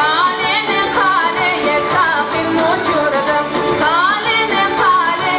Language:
Crimean Tatar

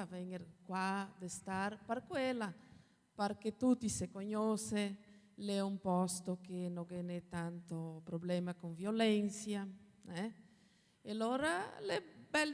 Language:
Venetian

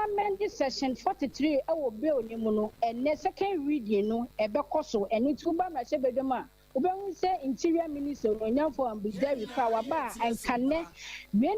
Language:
Akan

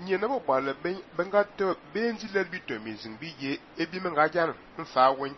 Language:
Fang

